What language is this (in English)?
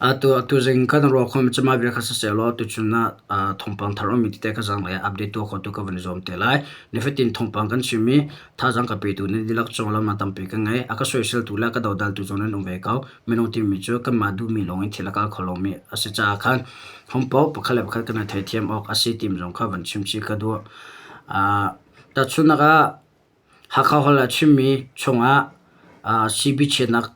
Hakha Chin